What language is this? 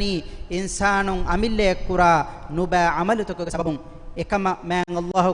Divehi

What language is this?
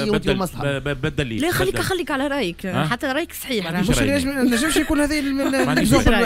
Tunisian Arabic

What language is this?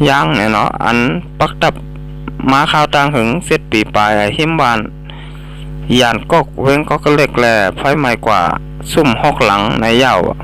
Shan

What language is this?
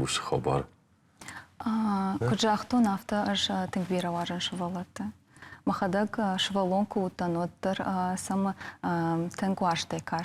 Ossetic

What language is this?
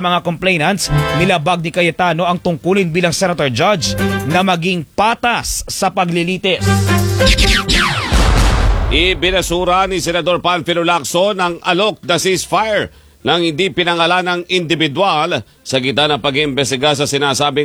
Filipino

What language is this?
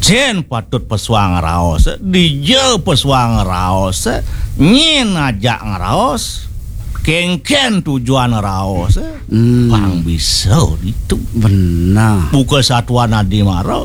Balinese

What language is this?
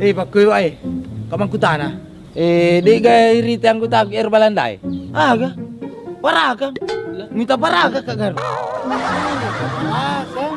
Buginese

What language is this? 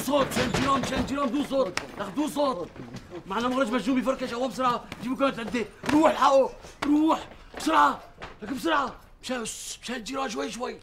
North Levantine Arabic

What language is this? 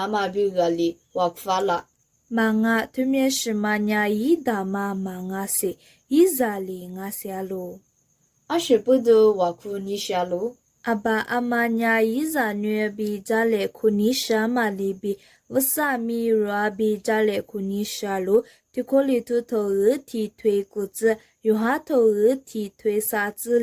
Lisu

